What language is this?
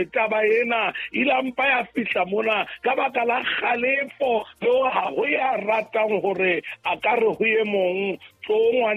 Southern Sotho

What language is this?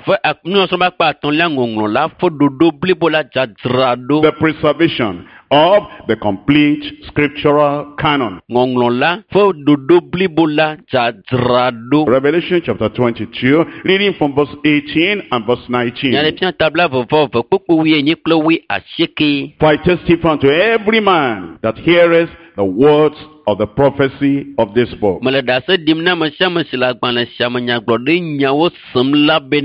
Ewe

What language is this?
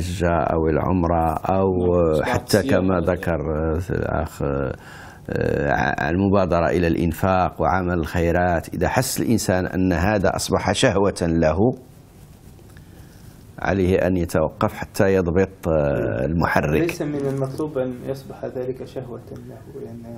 Arabic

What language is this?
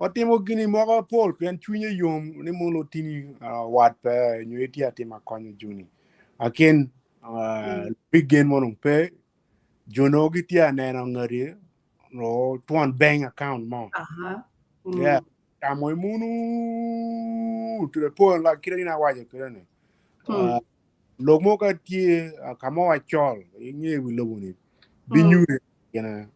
Acoli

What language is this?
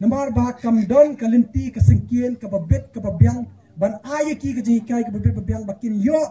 Khasi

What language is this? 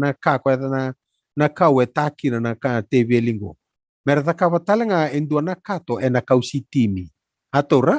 Fijian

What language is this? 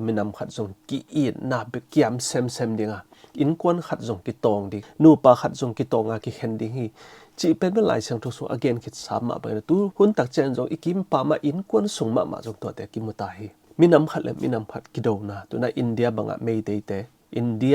Tedim Chin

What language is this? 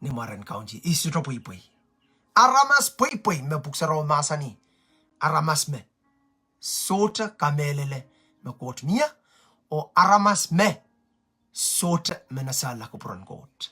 Pohnpeian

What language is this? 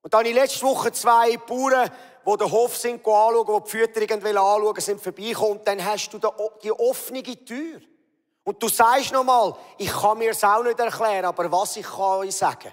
Swiss German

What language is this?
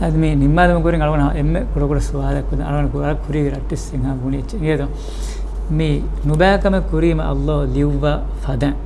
Divehi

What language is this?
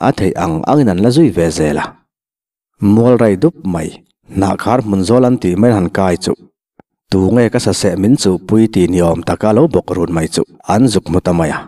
Mizo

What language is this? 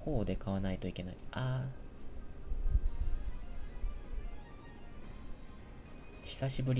Japanese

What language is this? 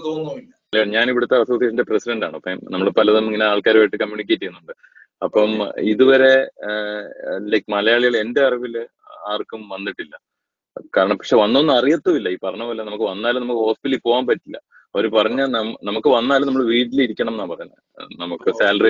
Malayalam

